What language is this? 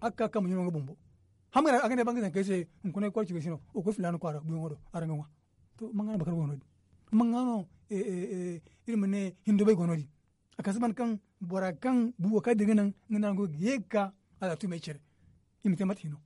Zarma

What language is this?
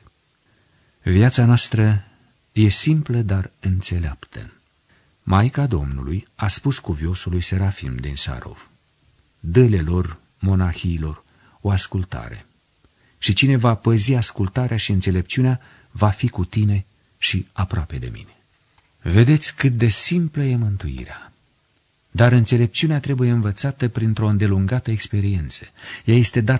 Romanian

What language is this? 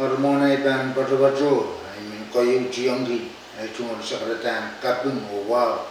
Pohnpeian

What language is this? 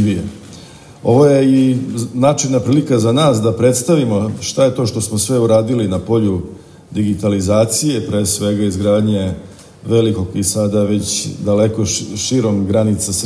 Serbian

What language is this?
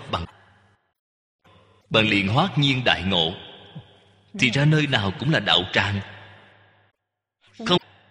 Vietnamese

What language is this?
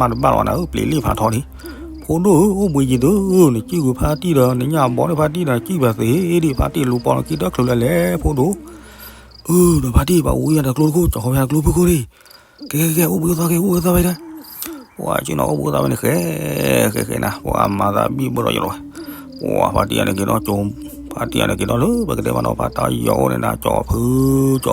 S'gaw Karen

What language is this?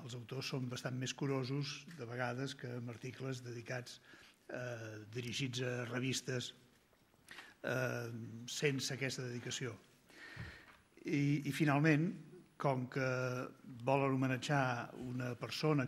Catalan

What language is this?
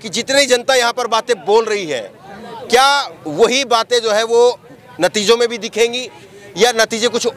Hindi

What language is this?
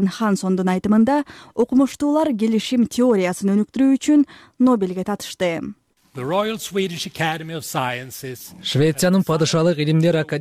Kyrgyz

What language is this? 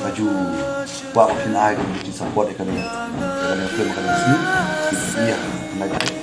Khasi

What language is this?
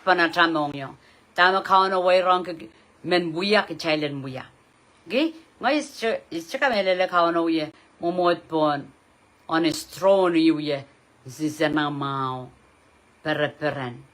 Pohnpeian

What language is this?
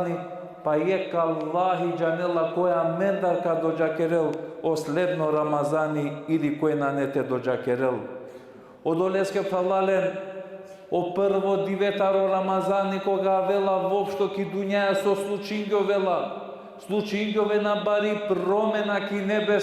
Balkan Romani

